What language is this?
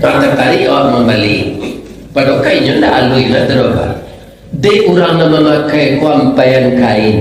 Minangkabau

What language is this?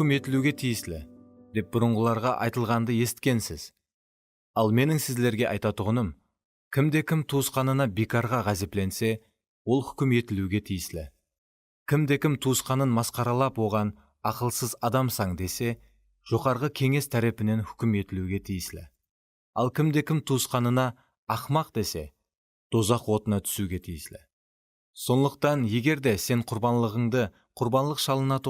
Kara-Kalpak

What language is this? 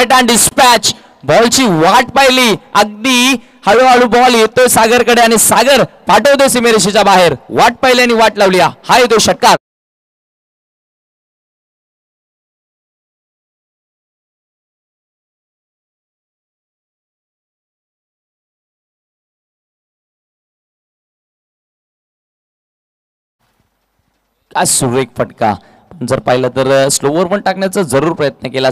Marathi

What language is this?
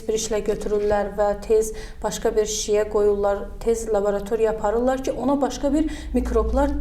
Azerbaijani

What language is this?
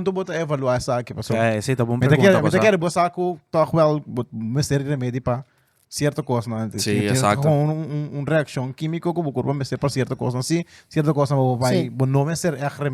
Papiamento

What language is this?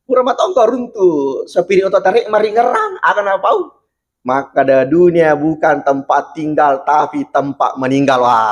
Buginese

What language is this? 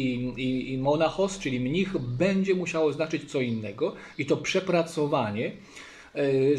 Polish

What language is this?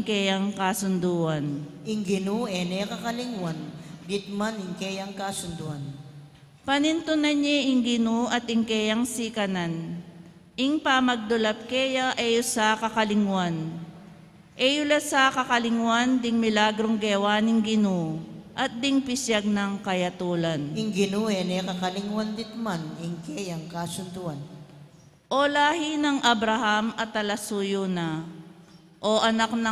Pampanga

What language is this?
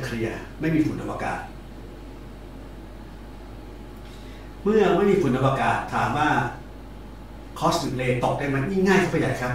Thai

